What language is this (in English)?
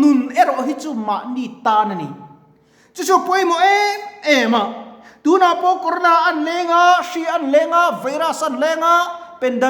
Mizo